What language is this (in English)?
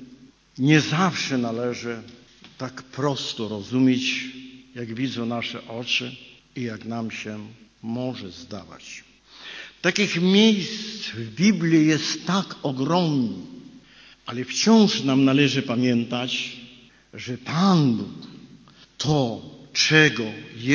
Polish